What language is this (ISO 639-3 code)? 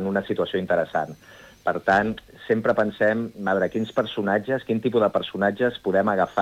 cat